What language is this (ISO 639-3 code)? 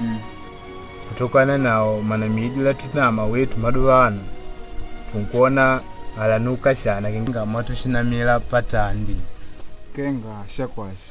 kde